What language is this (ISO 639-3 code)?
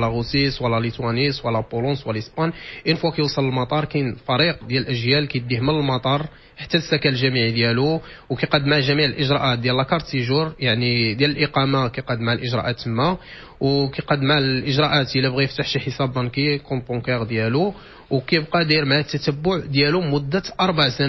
ary